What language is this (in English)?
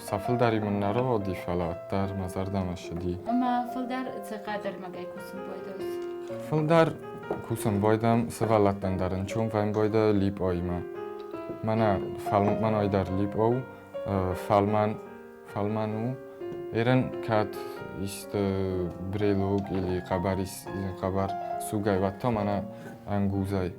Ossetic